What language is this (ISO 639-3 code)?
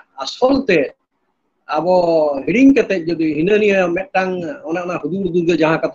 sat